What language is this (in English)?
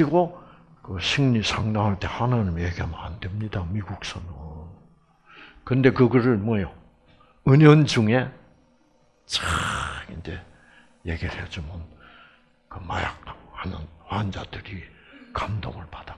Korean